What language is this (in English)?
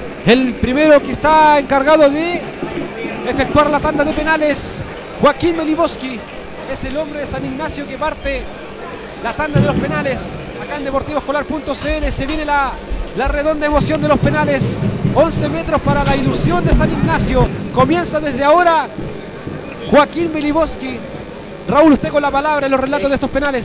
Spanish